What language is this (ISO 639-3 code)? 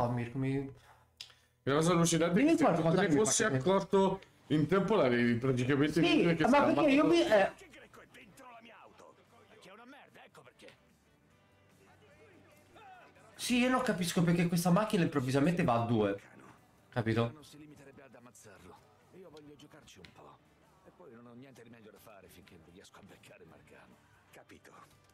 ita